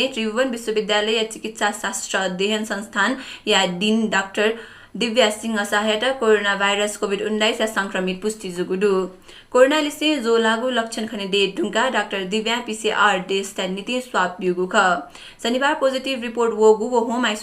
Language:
Newari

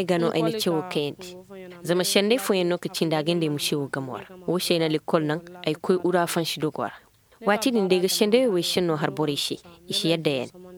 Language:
Koyraboro Senni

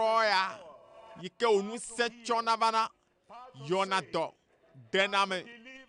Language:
Ewe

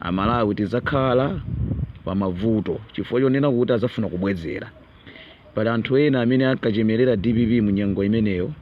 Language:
Nyanja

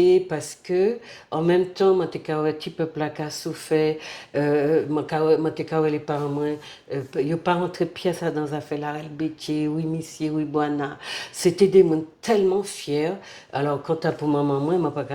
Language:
Guadeloupean Creole French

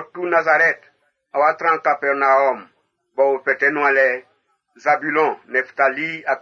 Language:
Baoulé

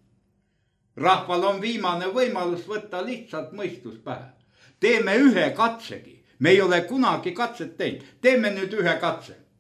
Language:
Estonian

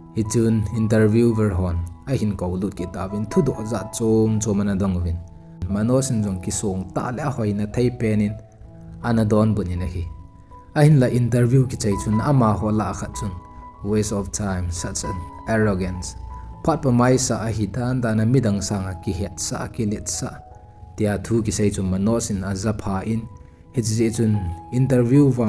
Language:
Thado Chin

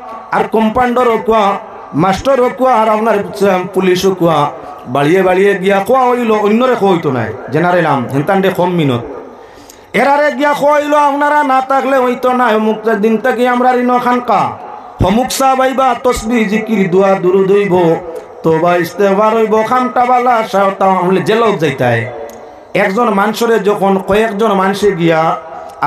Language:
Sylheti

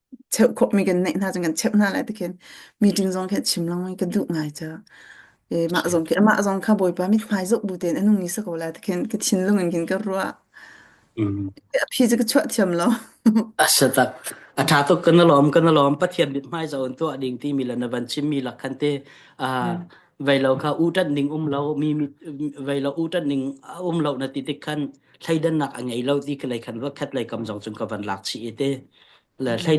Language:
Hakha Chin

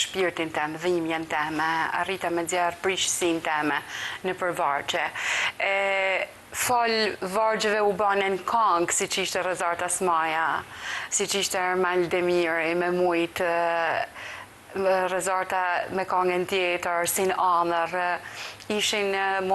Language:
Albanian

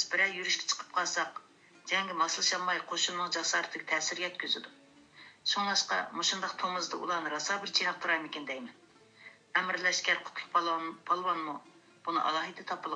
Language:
Uyghur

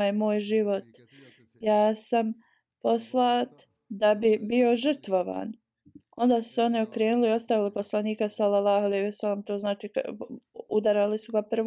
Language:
Bosnian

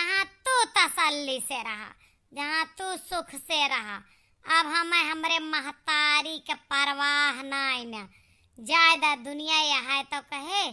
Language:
Awadhi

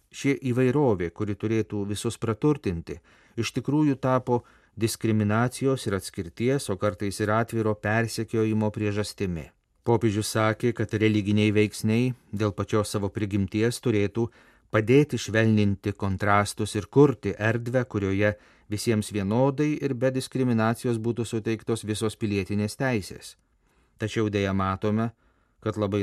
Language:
Lithuanian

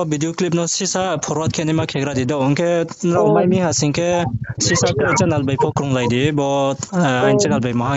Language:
Riang (India)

